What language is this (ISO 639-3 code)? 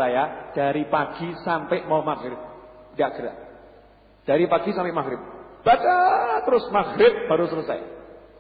ind